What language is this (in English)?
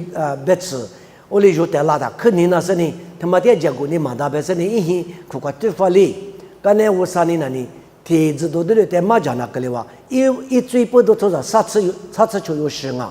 Lisu